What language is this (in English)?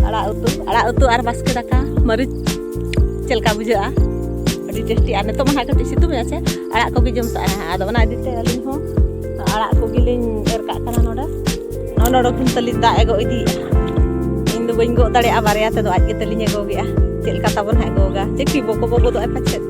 Santali